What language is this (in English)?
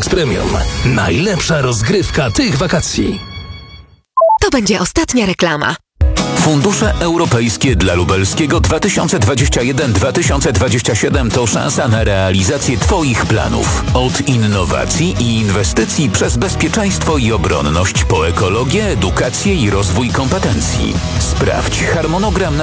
Polish